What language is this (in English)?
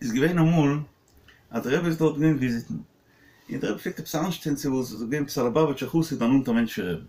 Yiddish